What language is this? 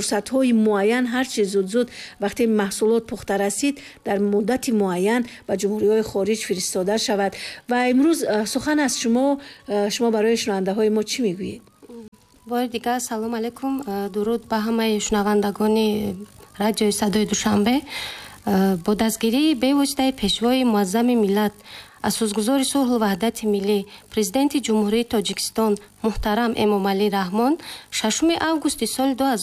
Tajik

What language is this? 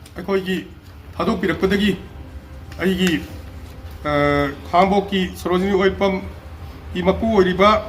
Manipuri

